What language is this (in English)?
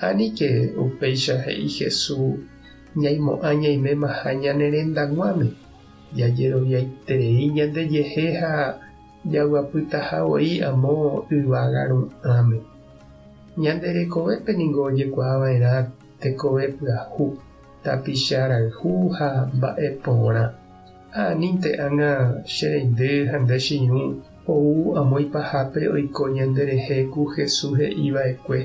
Guarani